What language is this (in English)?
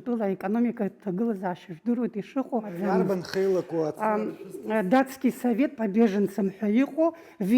Abkhazian